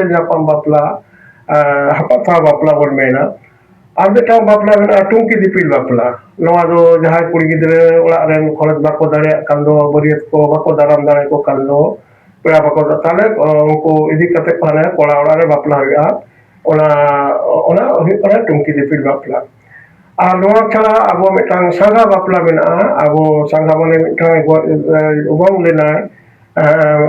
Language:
Santali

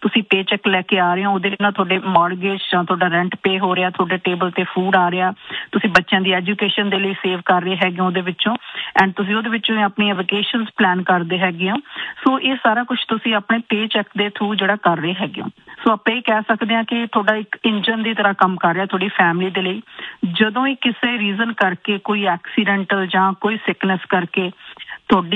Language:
Punjabi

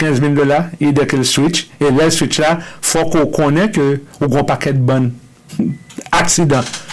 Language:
Haitian Creole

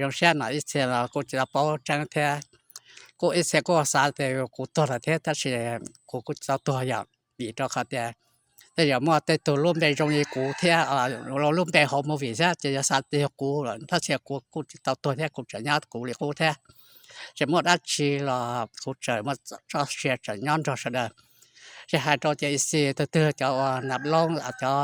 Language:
Hmong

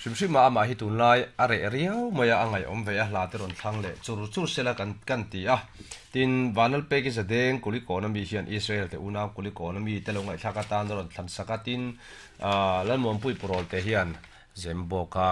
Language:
Mizo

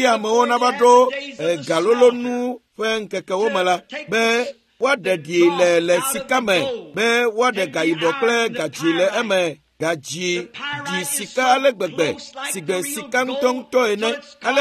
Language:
Ewe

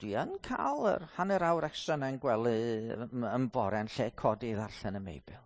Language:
Welsh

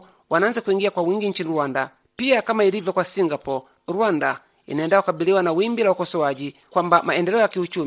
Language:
Swahili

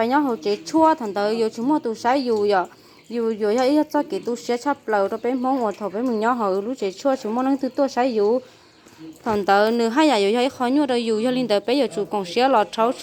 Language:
Hmong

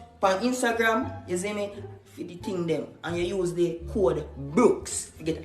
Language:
Jamaican Creole English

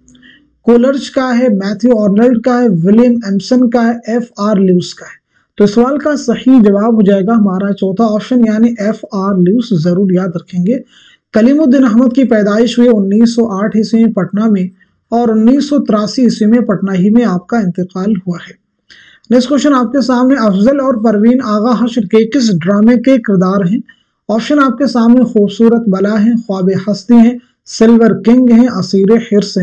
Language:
Urdu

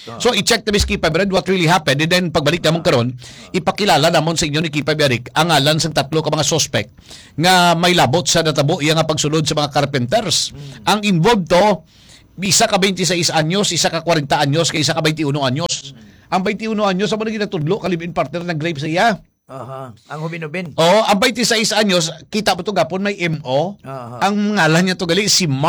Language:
Hiligaynon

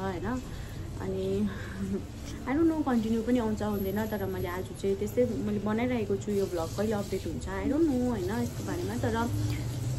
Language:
Nepali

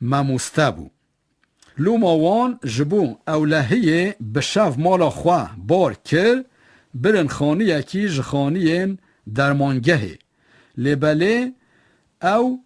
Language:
Kurdish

